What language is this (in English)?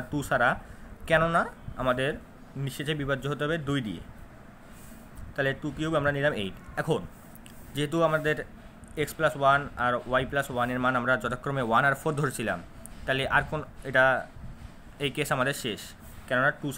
Bangla